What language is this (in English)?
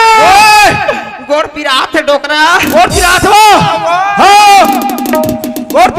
Chhattisgarhi